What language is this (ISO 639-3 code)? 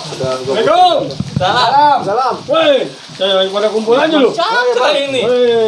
bew